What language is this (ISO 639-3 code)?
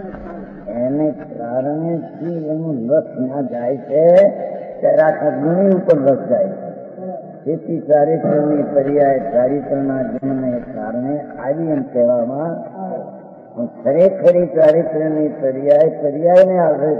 guj